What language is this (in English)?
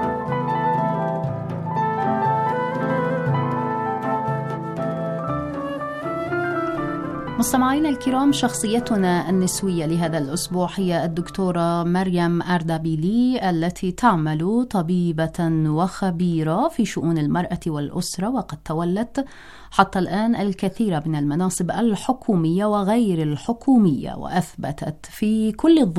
Arabic